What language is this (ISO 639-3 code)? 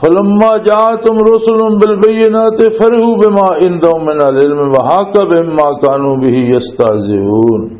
lah